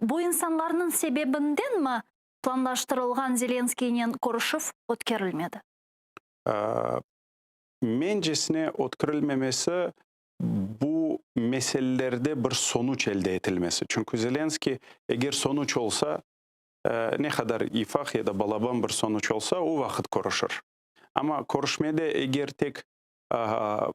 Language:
Crimean Tatar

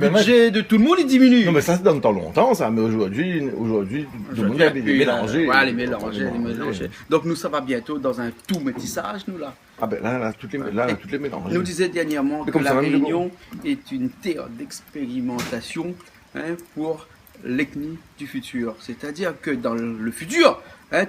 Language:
Réunion Creole French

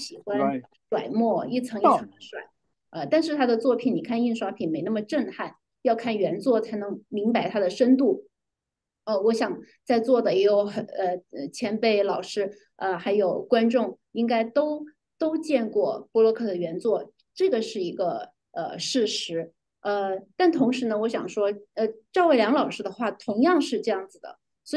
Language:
Chinese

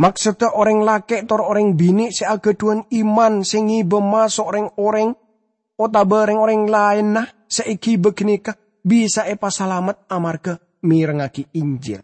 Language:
Madurese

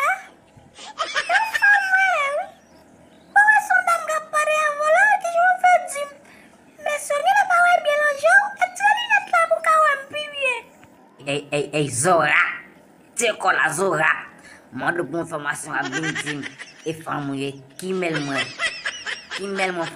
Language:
Haitian Creole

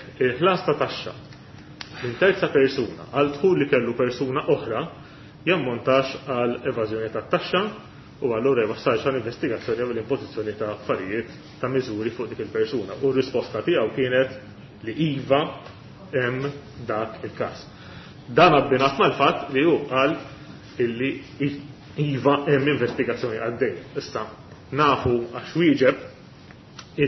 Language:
Maltese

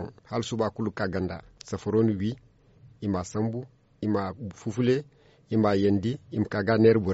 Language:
Zarma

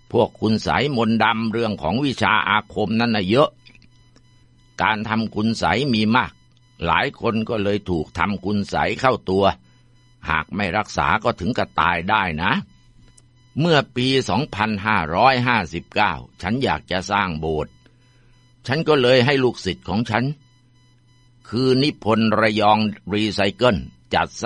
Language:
Thai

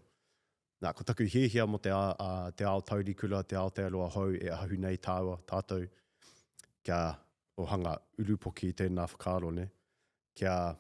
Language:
Māori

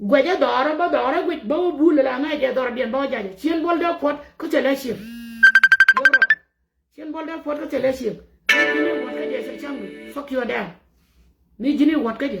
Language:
Nuer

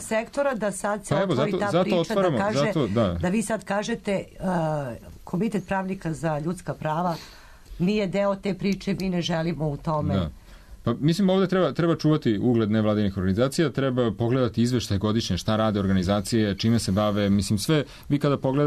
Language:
Serbian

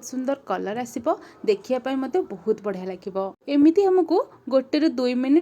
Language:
Odia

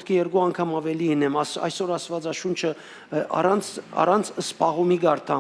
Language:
Western Armenian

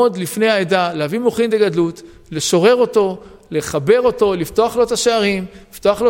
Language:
Hebrew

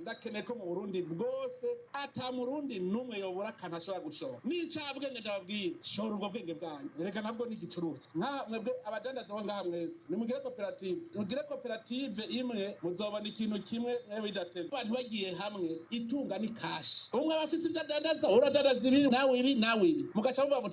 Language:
Rundi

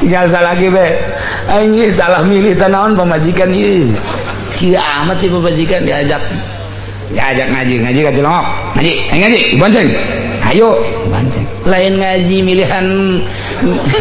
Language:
Sundanese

